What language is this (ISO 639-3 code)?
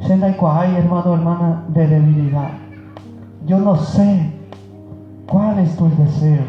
grn